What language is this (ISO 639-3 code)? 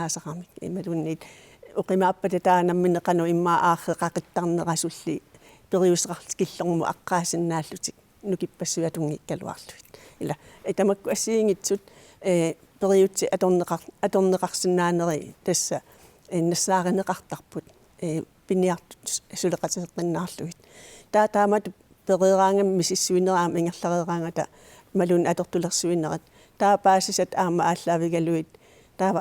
kal